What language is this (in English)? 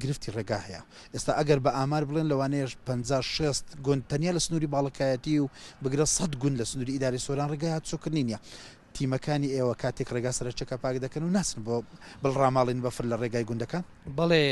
Central Kurdish